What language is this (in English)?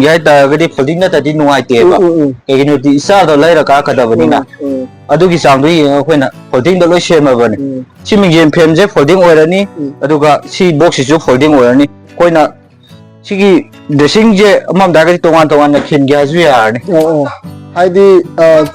Manipuri